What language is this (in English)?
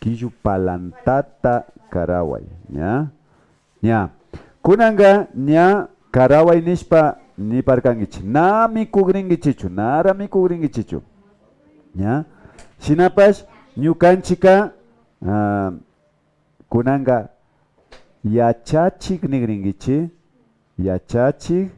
Imbabura Highland Quichua